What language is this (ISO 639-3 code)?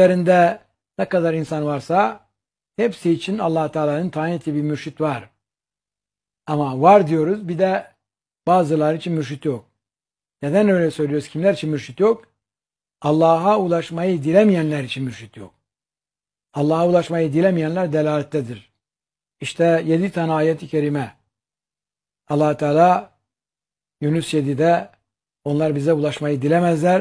tur